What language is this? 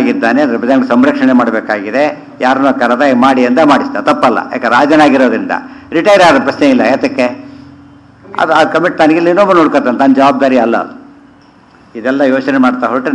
Kannada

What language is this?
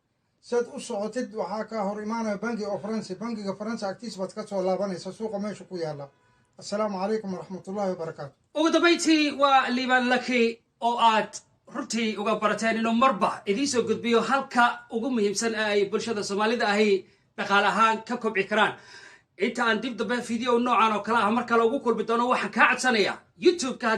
Somali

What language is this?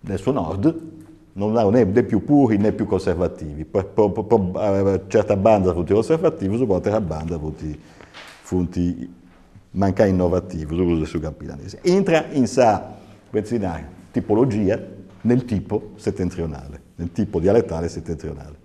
Sardinian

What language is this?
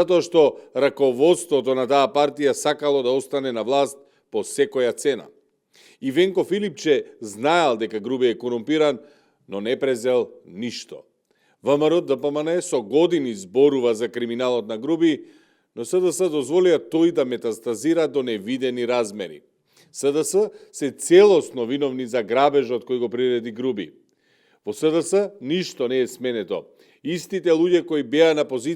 Macedonian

